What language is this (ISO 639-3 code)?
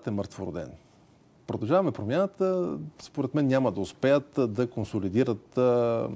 bul